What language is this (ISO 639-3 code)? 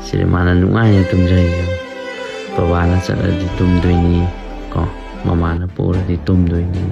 mni